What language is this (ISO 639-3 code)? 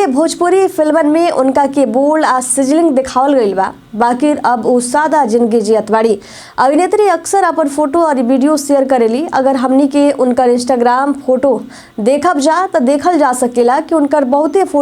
bho